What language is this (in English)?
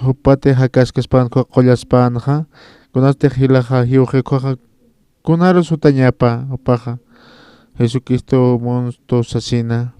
Aymara